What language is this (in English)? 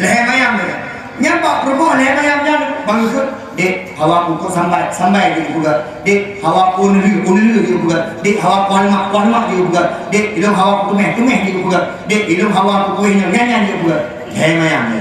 Achinese